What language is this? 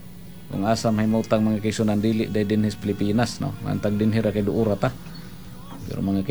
Cebuano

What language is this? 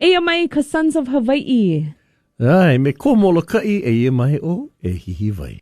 Hawaiian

